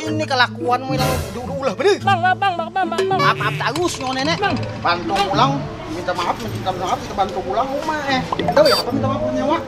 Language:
Banjar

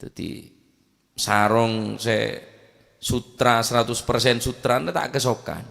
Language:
Madurese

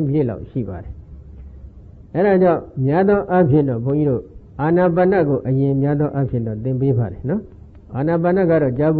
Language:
Burmese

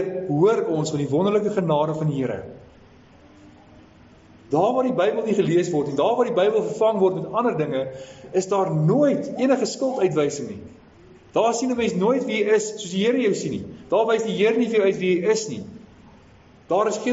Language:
Afrikaans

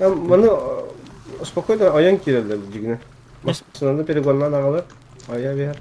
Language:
Yakut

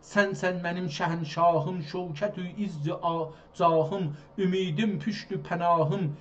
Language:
South Azerbaijani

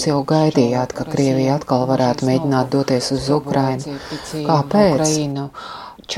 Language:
Latvian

